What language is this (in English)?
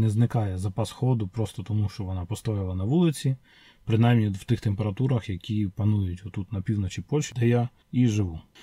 Ukrainian